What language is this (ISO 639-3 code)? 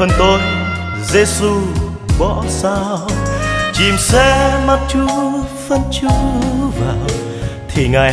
vie